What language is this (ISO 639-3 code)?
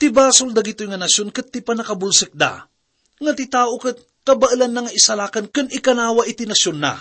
ilo